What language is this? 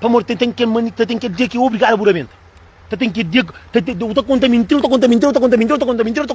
Kabuverdianu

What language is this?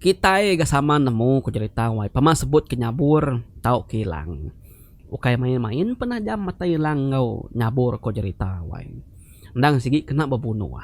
Iban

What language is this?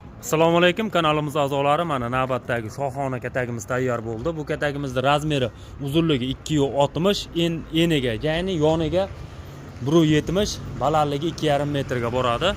Uzbek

